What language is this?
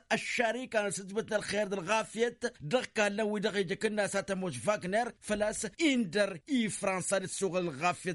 Tamasheq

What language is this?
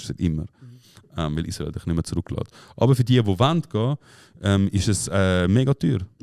Swiss German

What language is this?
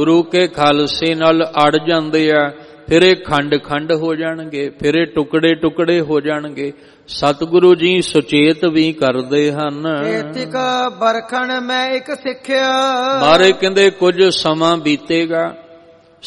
Punjabi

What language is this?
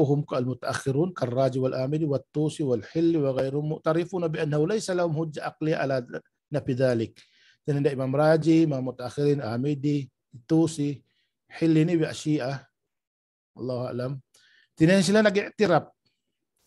Tausug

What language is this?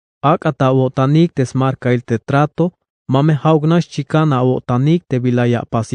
Tzeltal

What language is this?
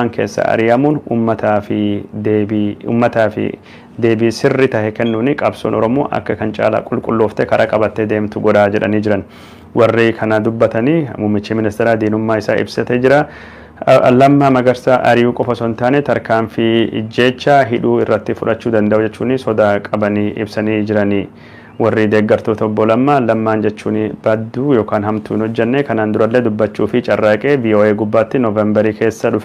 Oromo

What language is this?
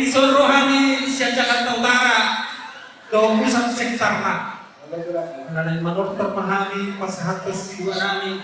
Batak Toba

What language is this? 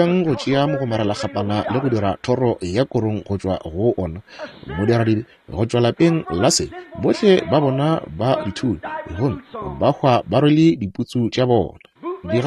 Northern Sotho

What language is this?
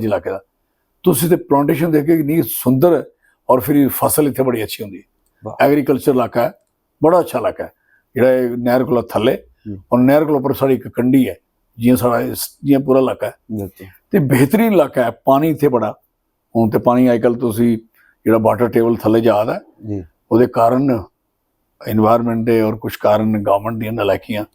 Dogri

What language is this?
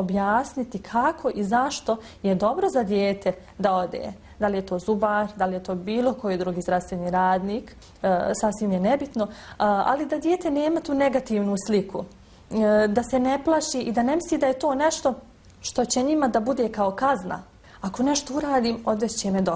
Bosnian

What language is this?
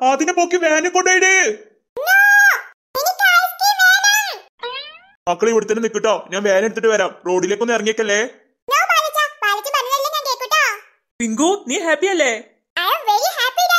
Malayalam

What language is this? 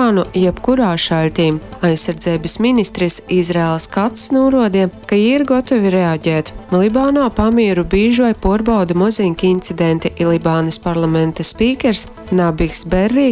Latgalian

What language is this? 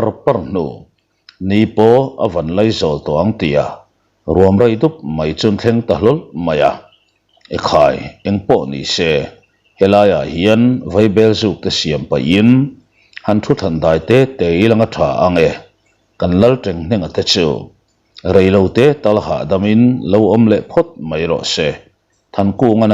Mizo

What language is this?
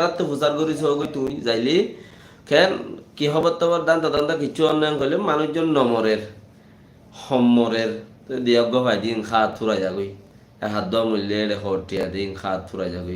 Rohingya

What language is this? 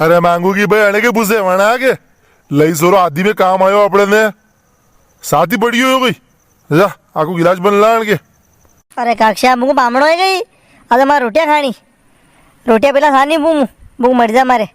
Rajasthani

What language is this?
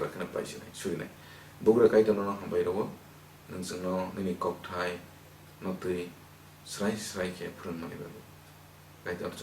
Kok Borok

